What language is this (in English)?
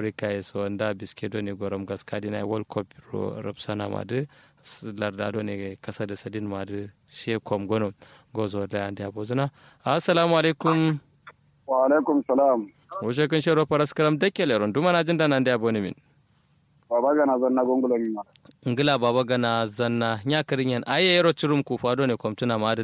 Kanuri